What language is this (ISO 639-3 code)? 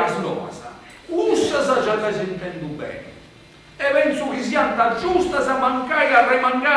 srd